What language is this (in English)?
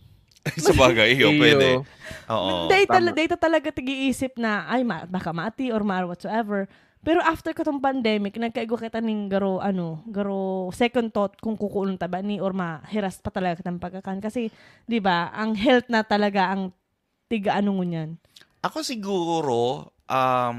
Bikol